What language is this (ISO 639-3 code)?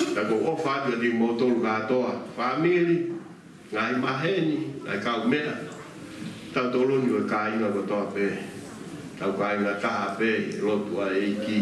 ton